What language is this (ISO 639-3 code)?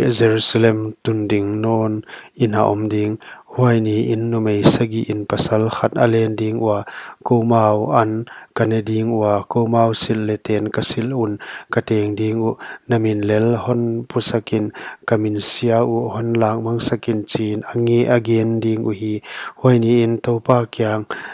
pck